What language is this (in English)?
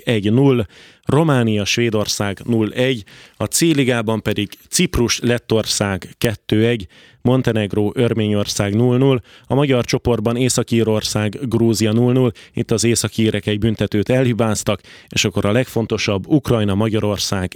Hungarian